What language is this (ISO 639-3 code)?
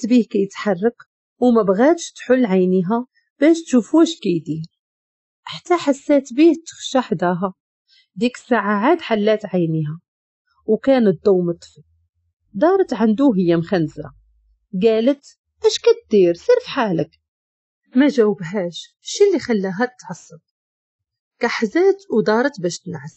ary